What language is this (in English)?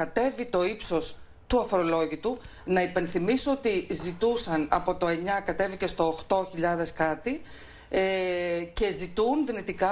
Greek